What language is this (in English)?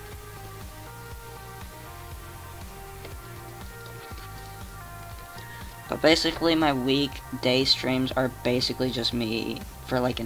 English